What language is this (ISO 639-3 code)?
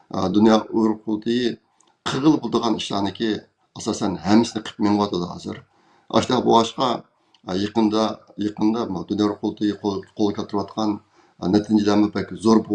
uig